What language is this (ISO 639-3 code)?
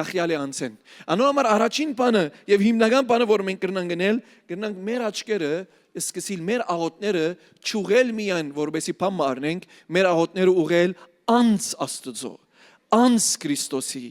hyw